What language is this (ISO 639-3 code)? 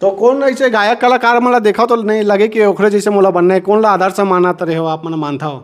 hne